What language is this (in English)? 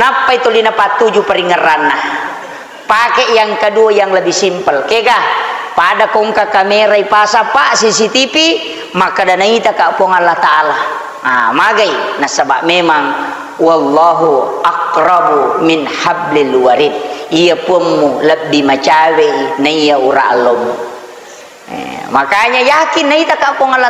Buginese